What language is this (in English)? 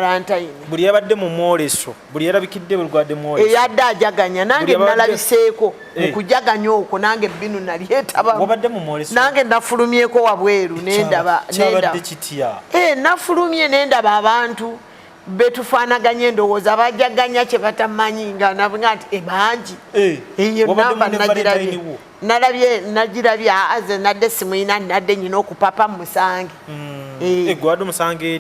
Ganda